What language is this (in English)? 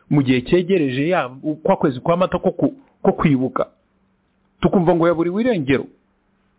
Kinyarwanda